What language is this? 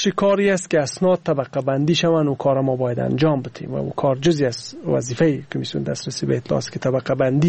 Persian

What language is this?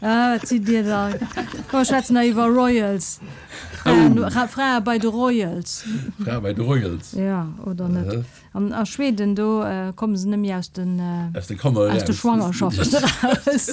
Luxembourgish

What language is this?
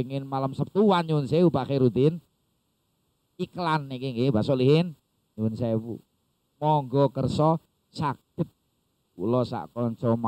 Javanese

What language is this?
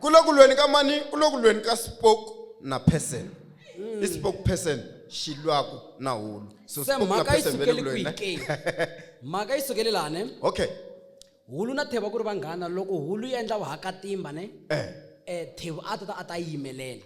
Tsonga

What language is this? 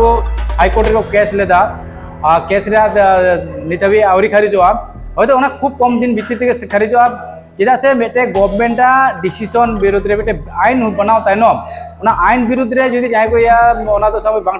Santali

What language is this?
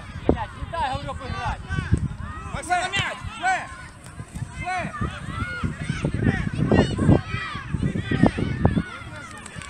Ukrainian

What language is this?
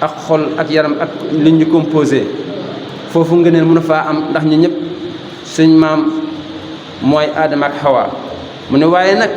Wolof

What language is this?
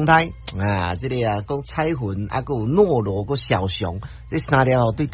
Min Nan Chinese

